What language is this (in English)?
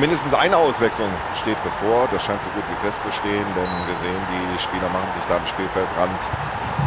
Bavarian